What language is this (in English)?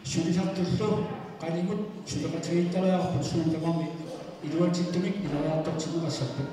Kalaallisut